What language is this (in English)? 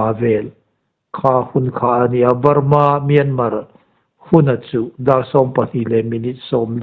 Hmar